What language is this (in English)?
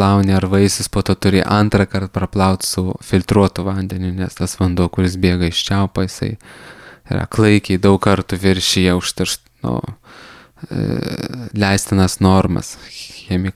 Lithuanian